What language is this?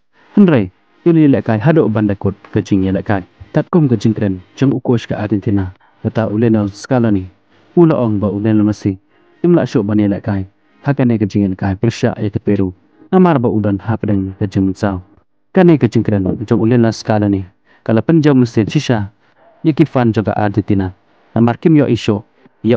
Khasi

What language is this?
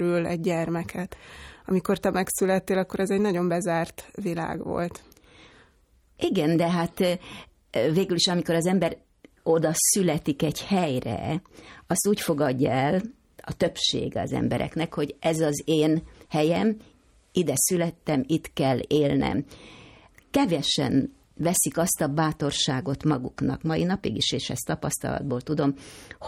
Hungarian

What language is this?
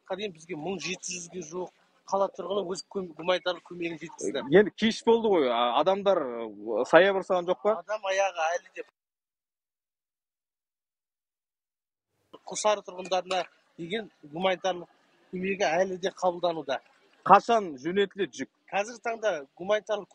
Kazakh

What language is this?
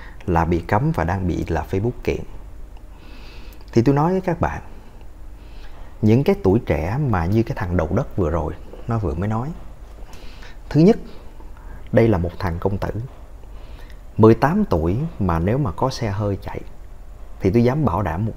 Vietnamese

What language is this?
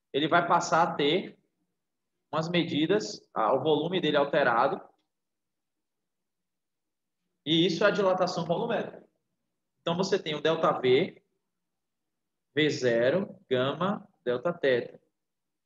Portuguese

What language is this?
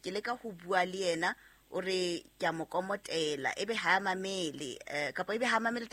Southern Sotho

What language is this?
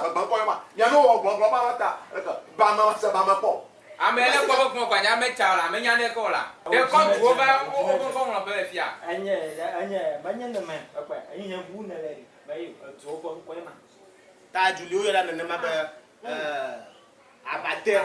Ewe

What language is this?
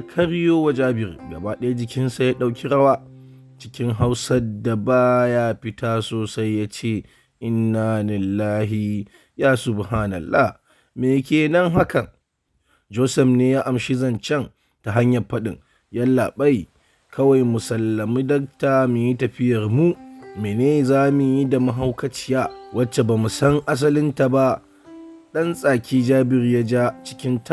Hausa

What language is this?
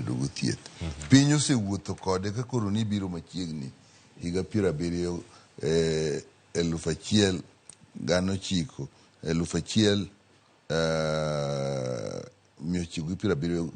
Luo (Kenya and Tanzania)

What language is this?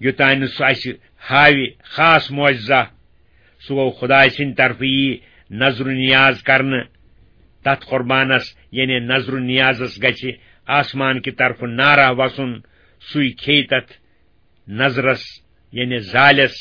Kashmiri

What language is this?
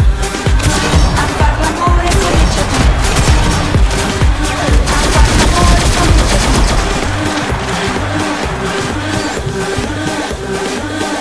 Italian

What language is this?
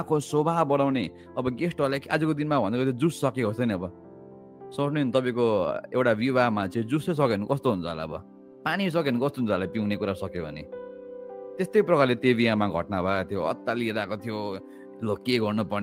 Nepali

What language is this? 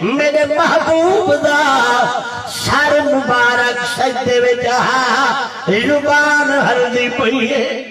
Saraiki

